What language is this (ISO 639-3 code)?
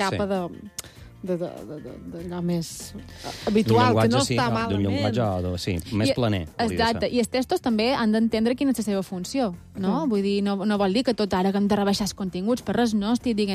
cat